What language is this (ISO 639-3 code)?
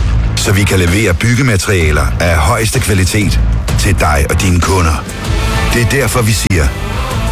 dan